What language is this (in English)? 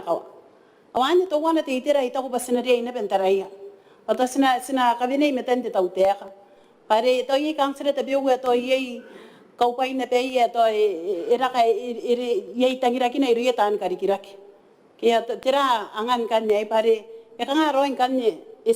Gilbertese